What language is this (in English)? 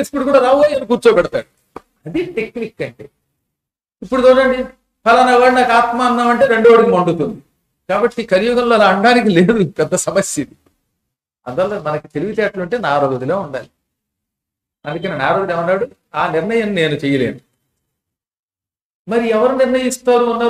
Telugu